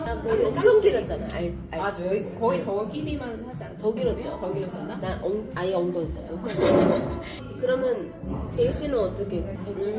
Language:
Korean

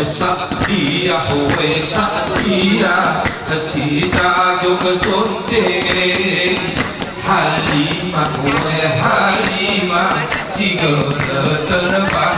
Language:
Gayo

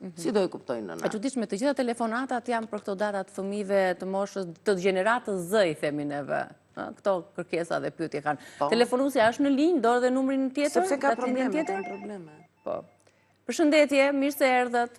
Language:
Albanian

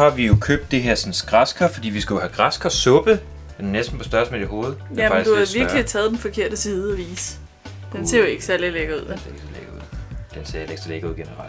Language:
Danish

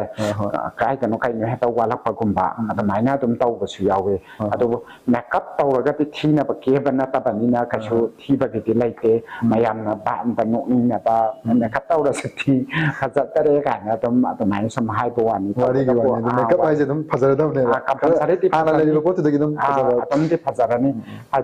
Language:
Manipuri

